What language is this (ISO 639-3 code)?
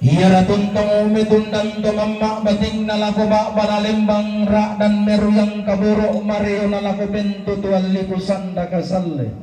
sda